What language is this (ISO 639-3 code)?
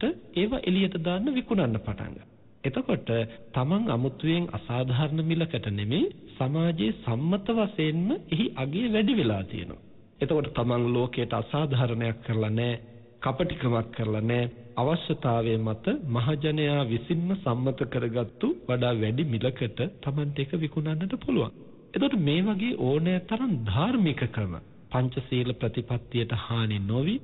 sin